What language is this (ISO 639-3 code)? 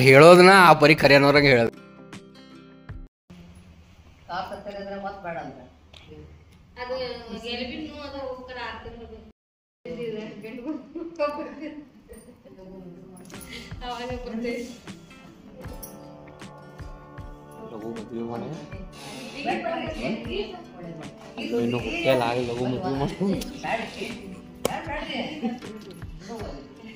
kan